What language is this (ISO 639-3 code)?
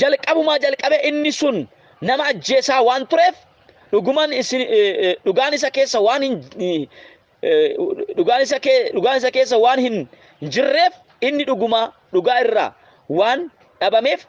orm